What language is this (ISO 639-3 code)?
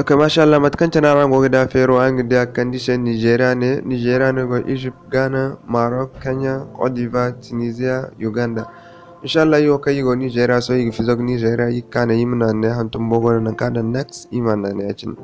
dje